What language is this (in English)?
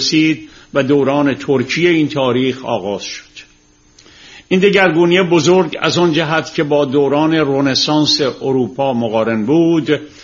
Persian